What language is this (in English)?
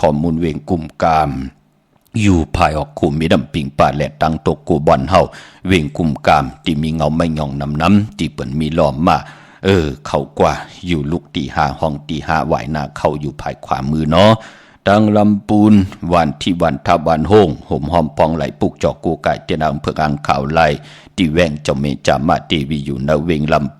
Shan